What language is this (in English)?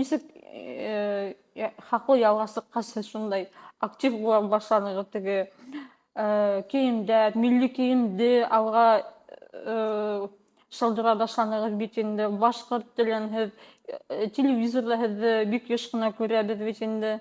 Bashkir